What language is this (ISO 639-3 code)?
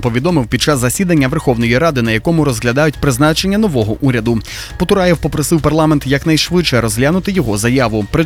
ukr